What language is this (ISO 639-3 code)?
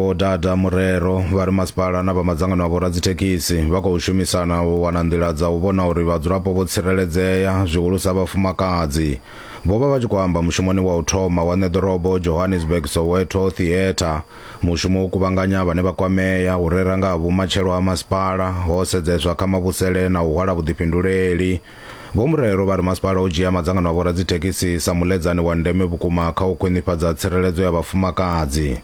ven